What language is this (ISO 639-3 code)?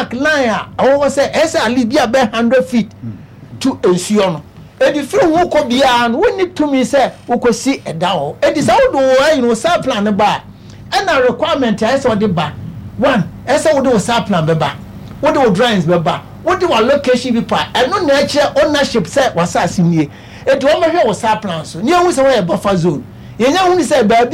aka